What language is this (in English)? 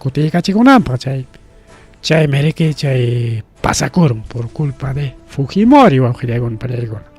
Ayacucho Quechua